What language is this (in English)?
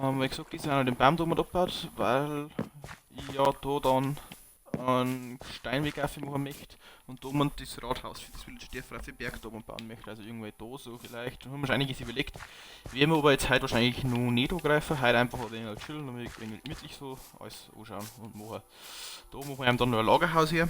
Bavarian